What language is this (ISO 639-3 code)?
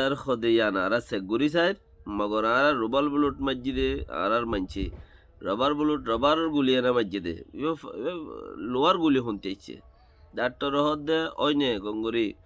rhg